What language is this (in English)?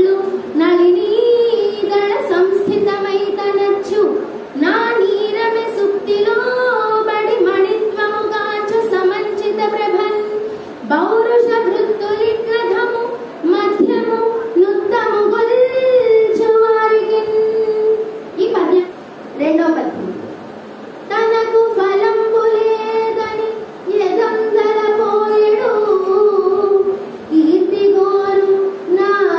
Telugu